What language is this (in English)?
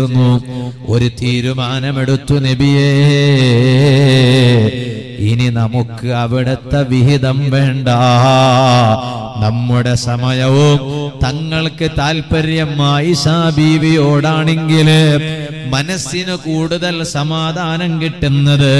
Malayalam